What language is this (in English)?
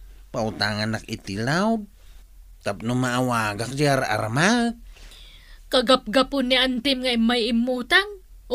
Iloko